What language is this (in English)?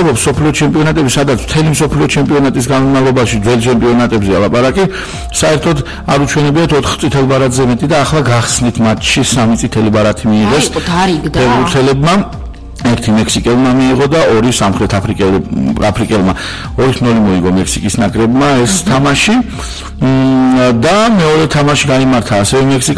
Georgian